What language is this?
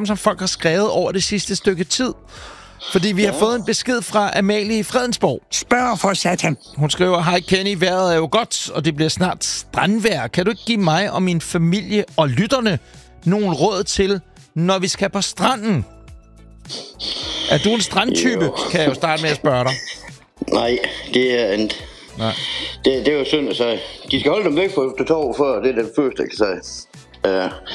Danish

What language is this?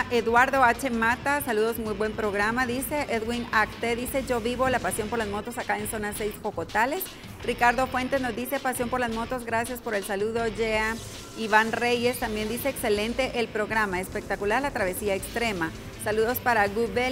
Spanish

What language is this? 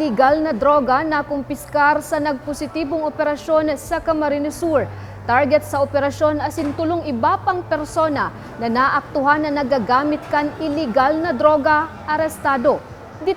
Bikol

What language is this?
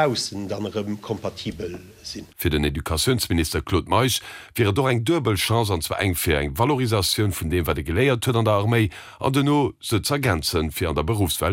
Luxembourgish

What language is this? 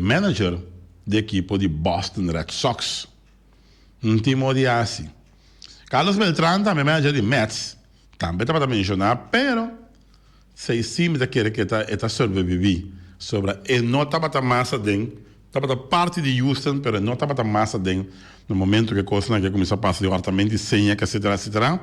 Papiamento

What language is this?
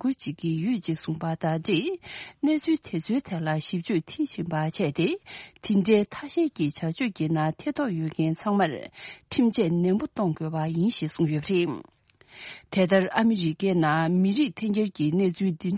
Tibetan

